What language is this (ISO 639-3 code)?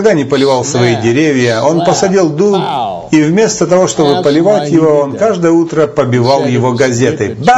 rus